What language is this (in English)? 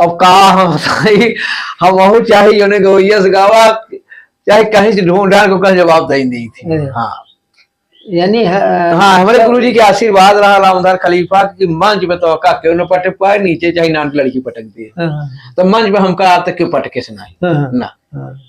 Awadhi